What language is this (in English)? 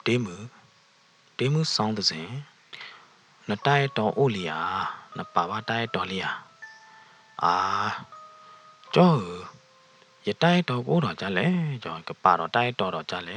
S'gaw Karen